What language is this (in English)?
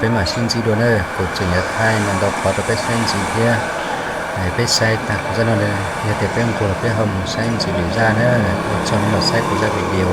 Hmong